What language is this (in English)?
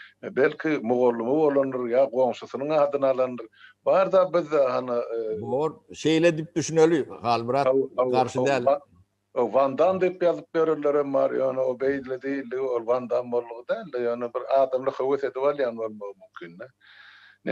Turkmen